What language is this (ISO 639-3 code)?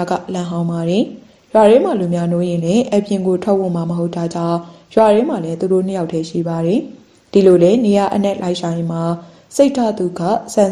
mya